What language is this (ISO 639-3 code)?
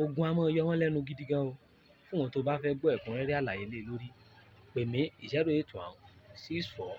yor